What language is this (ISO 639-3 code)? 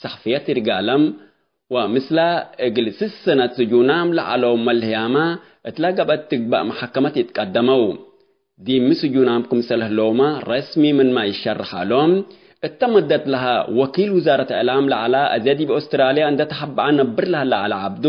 tig